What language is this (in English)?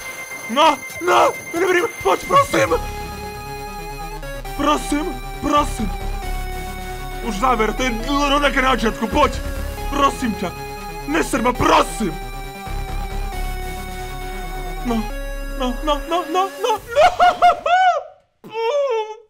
Slovak